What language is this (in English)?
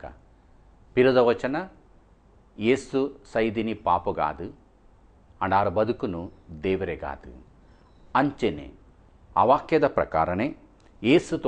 Kannada